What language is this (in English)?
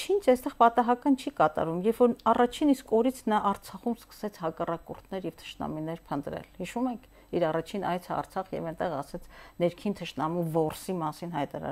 Armenian